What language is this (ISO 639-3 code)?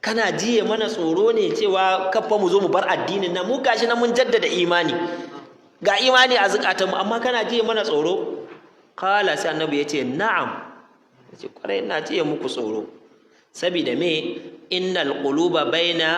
hau